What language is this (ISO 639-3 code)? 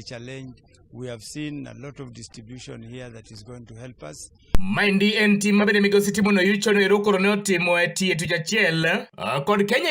luo